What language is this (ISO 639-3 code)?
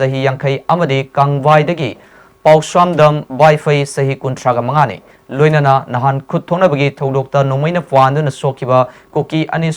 mni